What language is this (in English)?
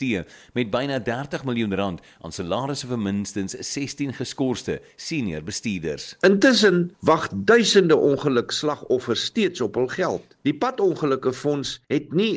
Afrikaans